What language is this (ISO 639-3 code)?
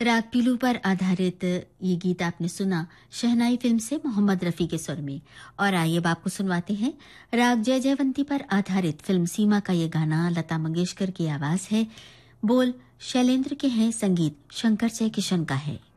hin